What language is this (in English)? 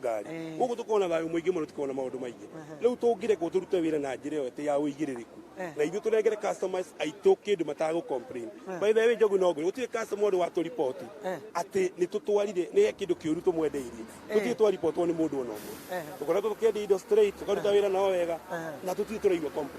Kikuyu